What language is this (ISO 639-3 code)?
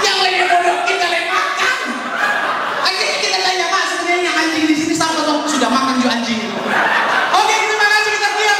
xmm